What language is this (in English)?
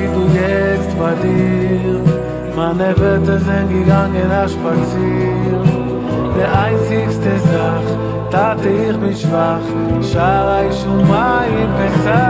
Yiddish